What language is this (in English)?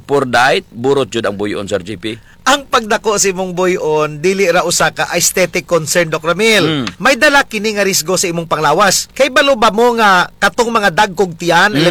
Cebuano